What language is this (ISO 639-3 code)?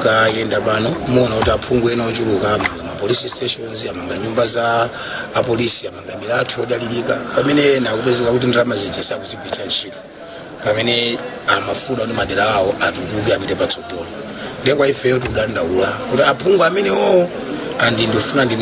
nya